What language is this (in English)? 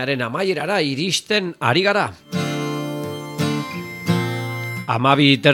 Basque